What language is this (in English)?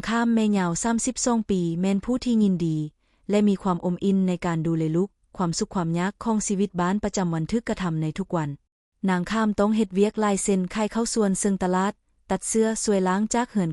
Lao